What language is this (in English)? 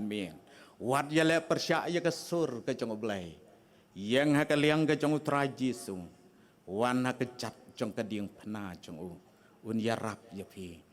Khasi